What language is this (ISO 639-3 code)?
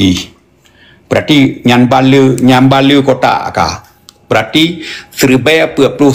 ace